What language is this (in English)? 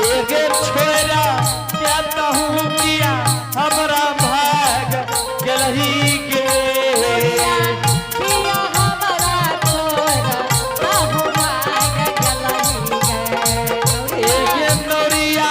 Angika